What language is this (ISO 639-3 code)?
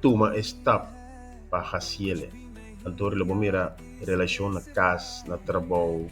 pap